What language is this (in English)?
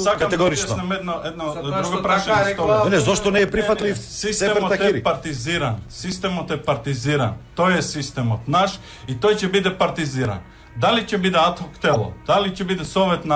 Macedonian